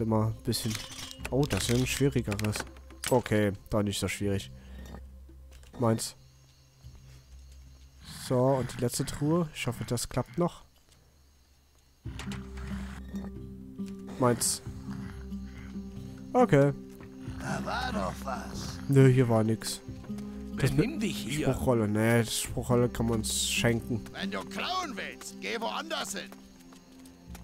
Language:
German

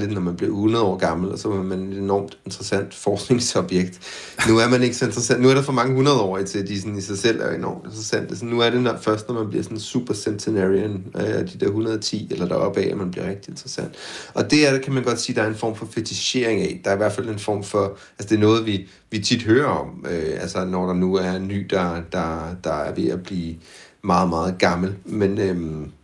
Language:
Danish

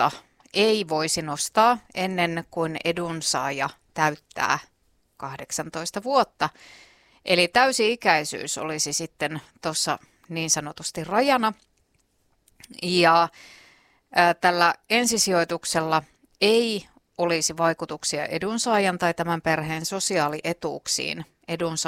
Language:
Finnish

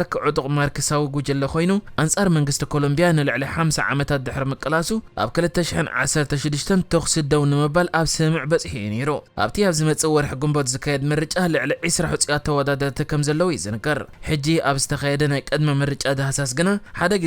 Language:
Tigrinya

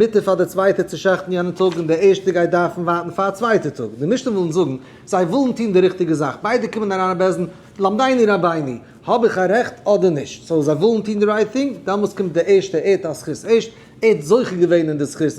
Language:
Yiddish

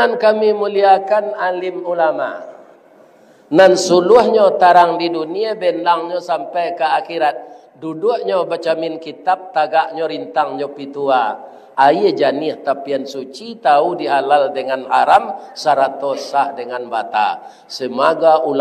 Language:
Minangkabau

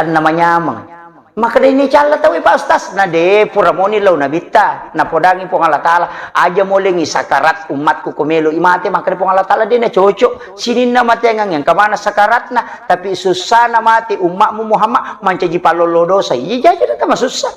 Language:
Buginese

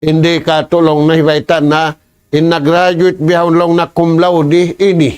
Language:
Tausug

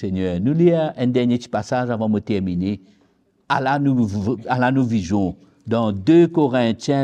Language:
Morisyen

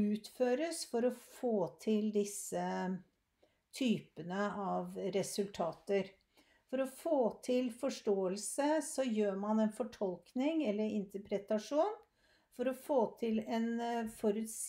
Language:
Norwegian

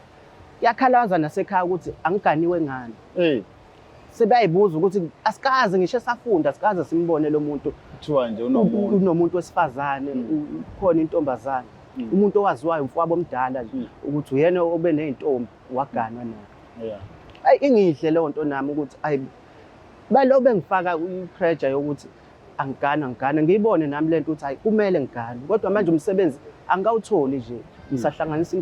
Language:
Zulu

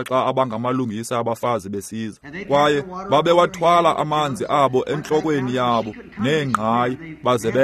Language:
Xhosa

